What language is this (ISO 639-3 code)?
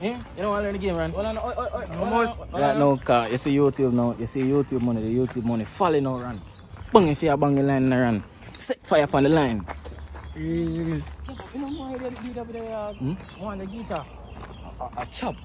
jam